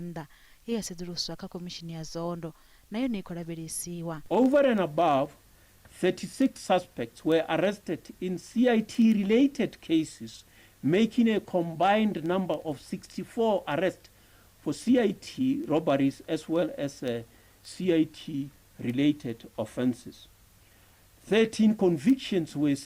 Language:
Venda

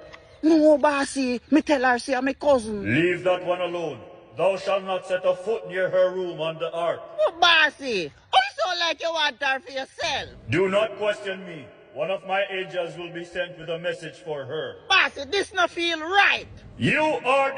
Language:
Jamaican Creole English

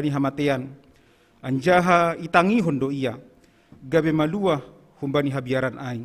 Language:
Batak Simalungun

